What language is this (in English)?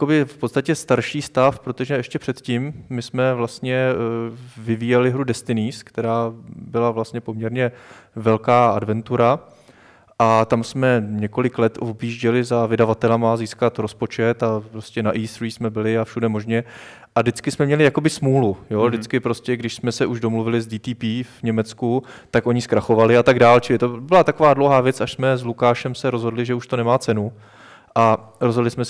Czech